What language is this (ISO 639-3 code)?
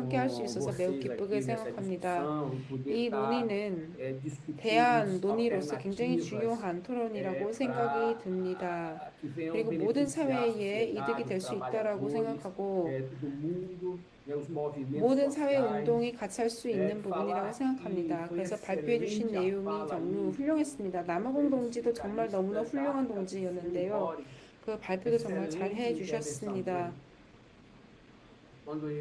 kor